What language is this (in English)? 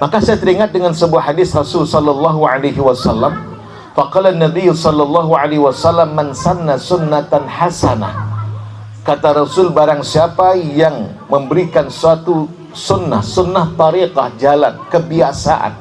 Banjar